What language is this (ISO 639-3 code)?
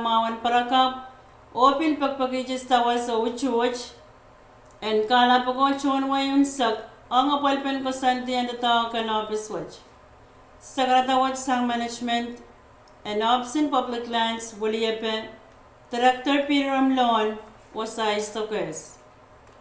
pon